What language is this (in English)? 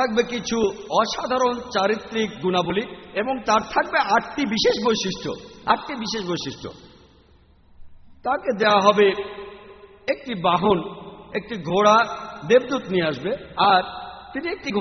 Bangla